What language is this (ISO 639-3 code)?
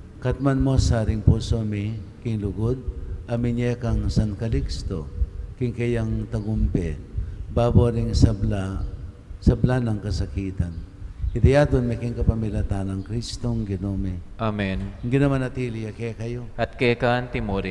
pam